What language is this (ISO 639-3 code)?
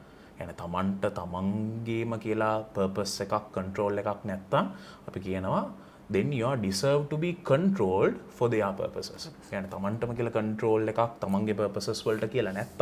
sin